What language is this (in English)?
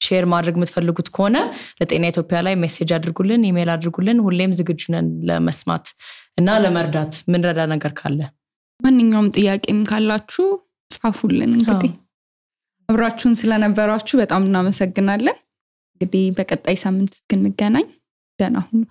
Amharic